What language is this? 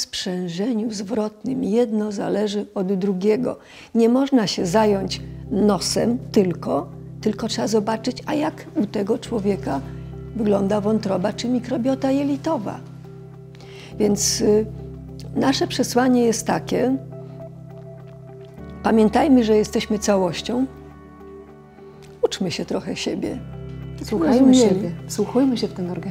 Polish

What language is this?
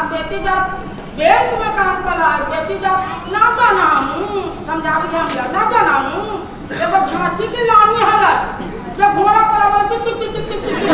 Magahi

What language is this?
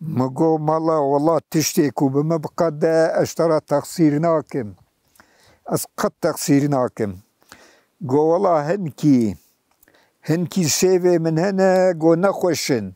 Kurdish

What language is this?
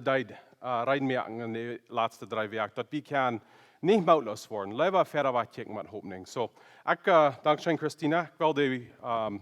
Plautdietsch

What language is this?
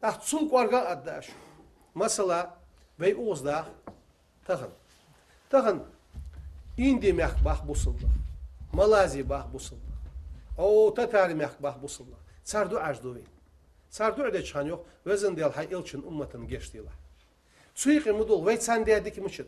Ingush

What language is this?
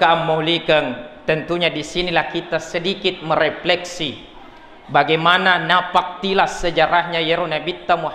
Buginese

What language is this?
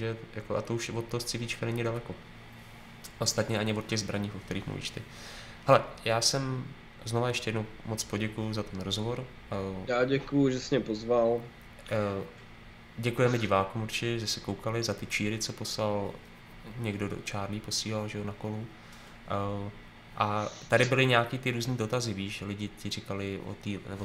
Czech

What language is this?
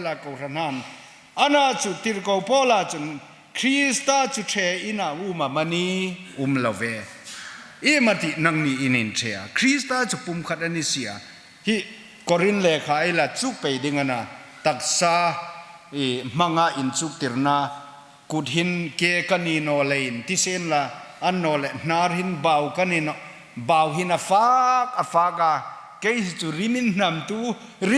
Hmar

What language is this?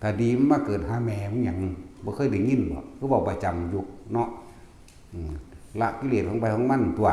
Northeastern Thai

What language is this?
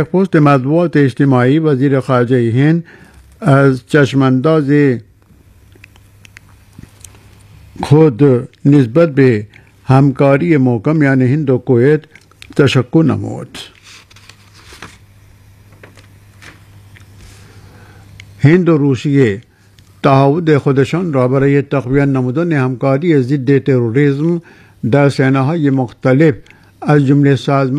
Persian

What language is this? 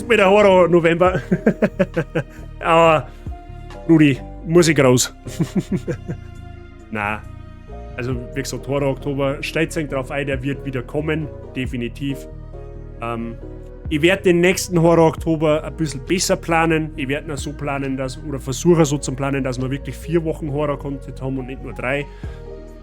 Bavarian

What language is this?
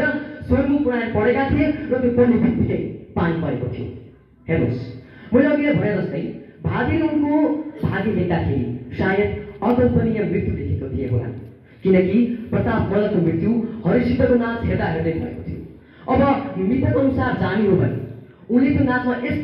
Nepali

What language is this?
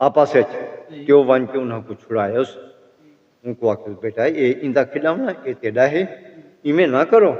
Saraiki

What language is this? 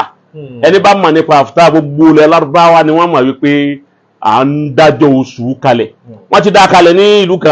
Yoruba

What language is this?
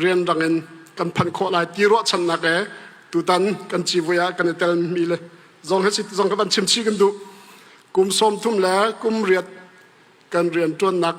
Hakha Chin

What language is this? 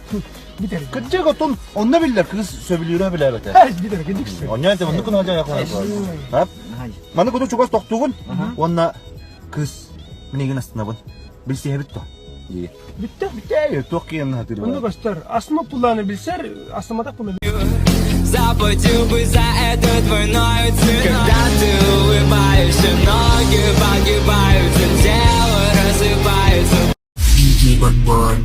Yakut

